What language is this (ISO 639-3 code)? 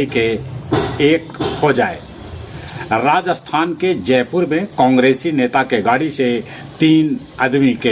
mag